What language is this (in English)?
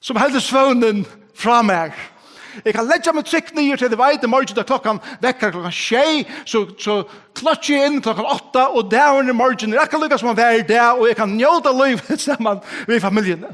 Faroese